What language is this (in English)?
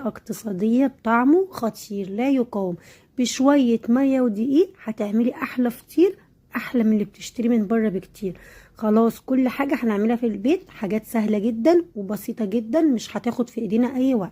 Egyptian Arabic